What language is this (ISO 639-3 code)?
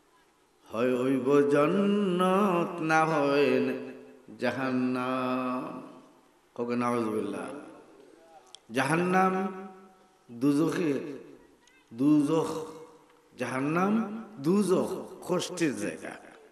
syl